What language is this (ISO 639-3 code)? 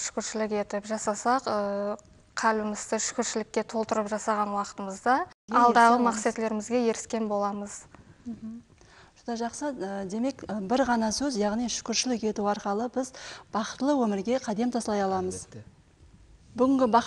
kaa